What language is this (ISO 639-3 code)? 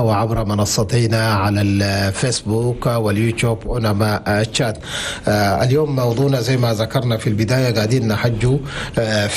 shu